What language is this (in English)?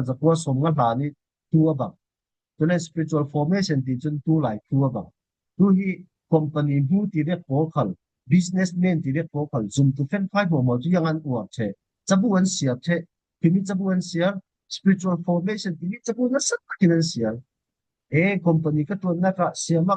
Falam Chin